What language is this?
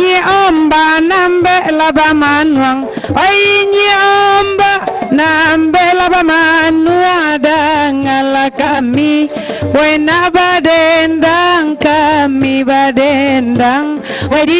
Minangkabau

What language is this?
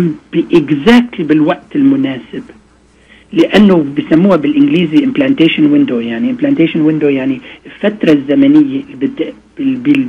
North Levantine Arabic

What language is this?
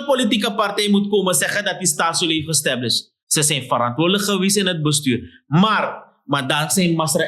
Sranan Tongo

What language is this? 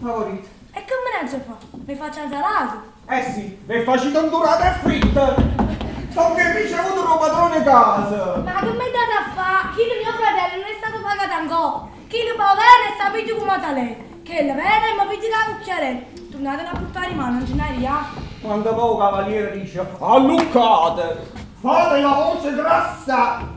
Neapolitan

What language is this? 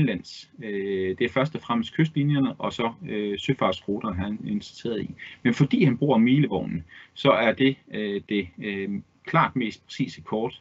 Danish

